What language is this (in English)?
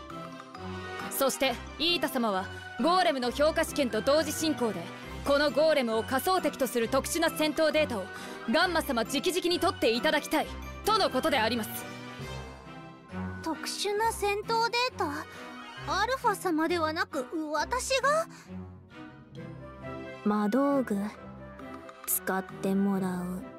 Japanese